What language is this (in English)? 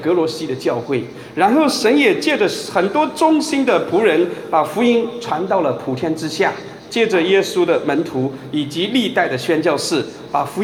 Chinese